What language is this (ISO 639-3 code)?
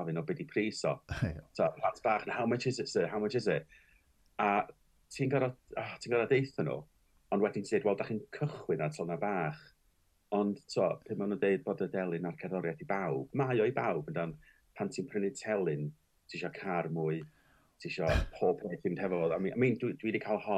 cym